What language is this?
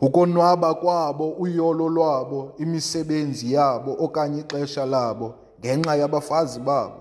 Xhosa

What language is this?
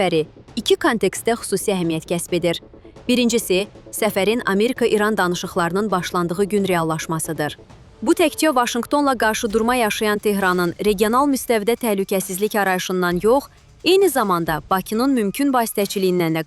Azerbaijani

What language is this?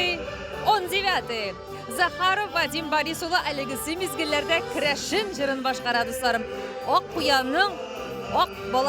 Tatar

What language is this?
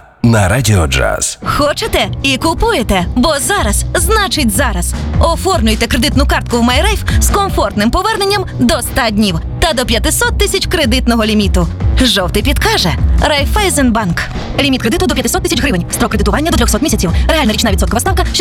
Ukrainian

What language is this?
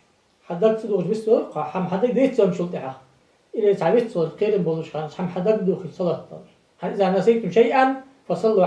Ingush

